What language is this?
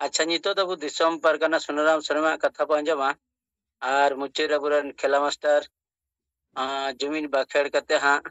Santali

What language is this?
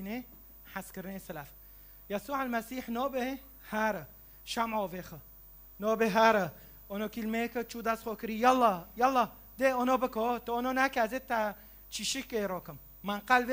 Kurdish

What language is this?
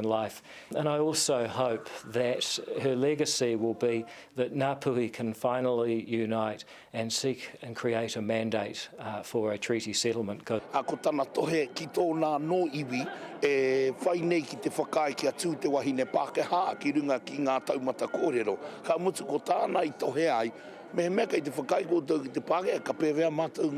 Māori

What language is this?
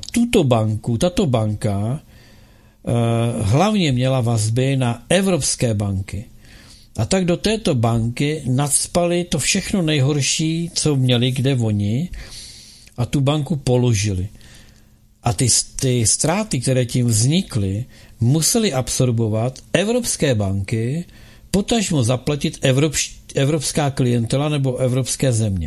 Czech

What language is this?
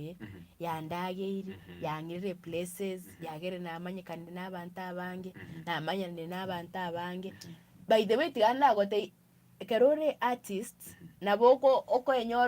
Gusii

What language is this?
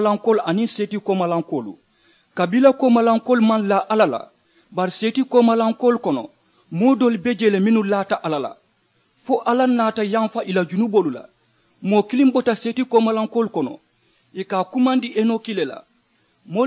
Mandingo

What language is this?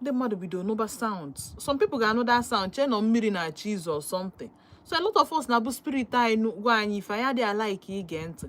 Igbo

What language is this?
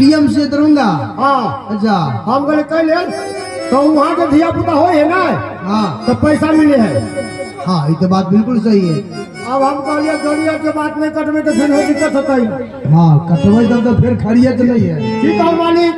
Maithili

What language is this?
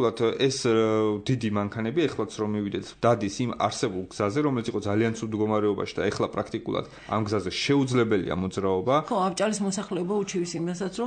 Georgian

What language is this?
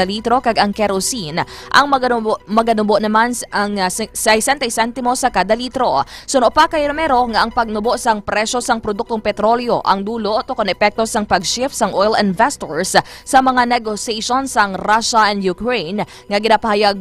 Hiligaynon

